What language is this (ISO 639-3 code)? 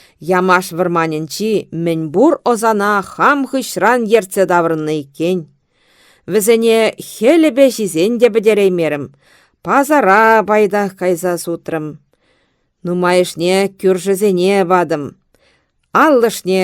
chv